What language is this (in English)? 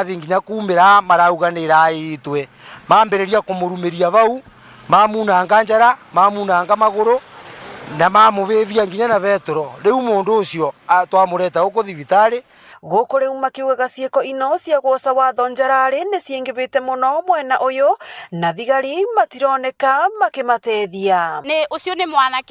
Meru